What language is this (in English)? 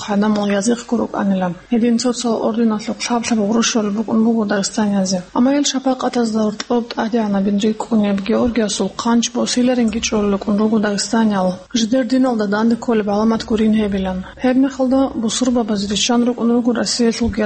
Avaric